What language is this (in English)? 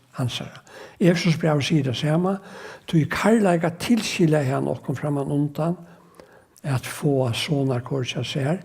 Faroese